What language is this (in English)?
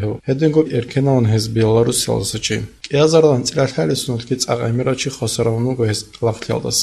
Avaric